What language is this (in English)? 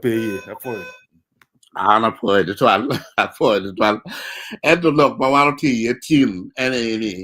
Acoli